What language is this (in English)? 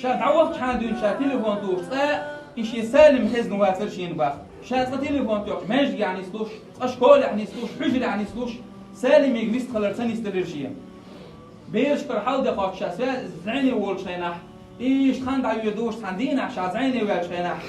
Chechen